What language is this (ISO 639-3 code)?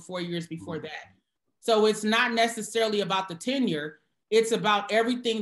eng